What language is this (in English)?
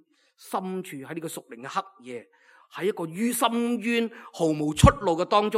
Cantonese